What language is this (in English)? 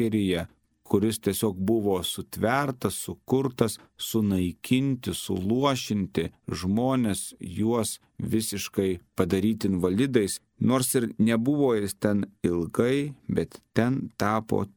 Lithuanian